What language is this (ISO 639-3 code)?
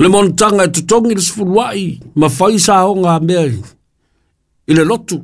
smo